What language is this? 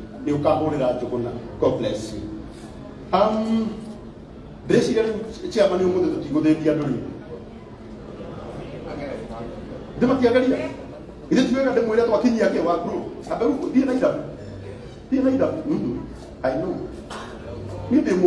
Kikuyu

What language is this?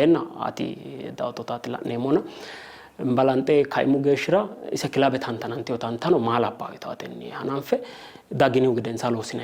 Sidamo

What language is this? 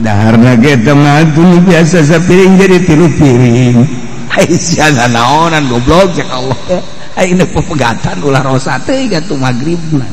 Sundanese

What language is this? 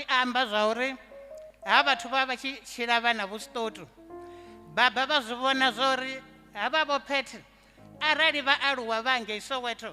Venda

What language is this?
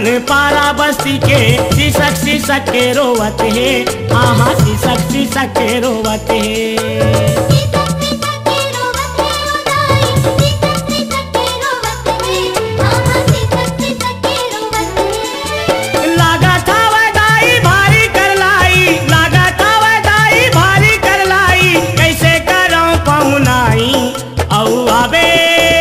Chhattisgarhi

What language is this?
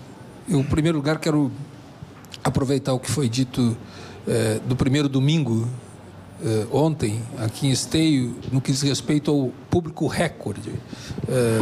Portuguese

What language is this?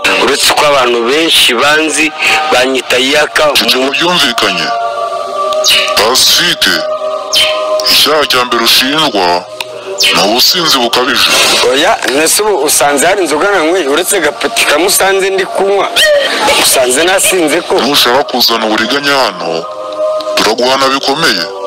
Kinyarwanda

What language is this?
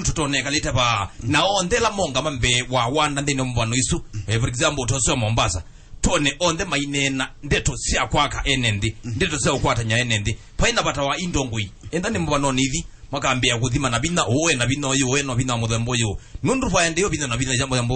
Kamba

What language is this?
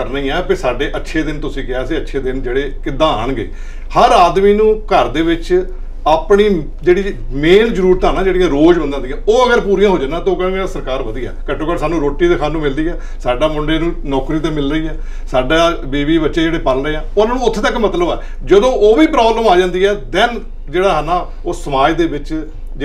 Punjabi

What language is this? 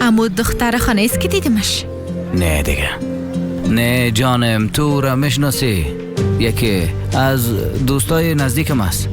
Persian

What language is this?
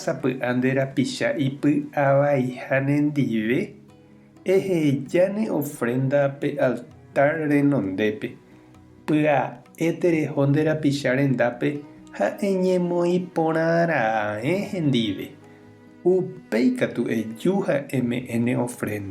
Guarani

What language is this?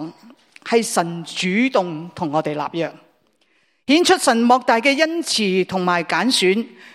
Cantonese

